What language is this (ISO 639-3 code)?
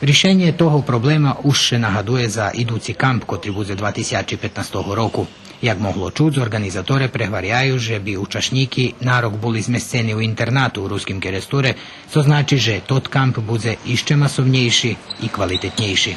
rue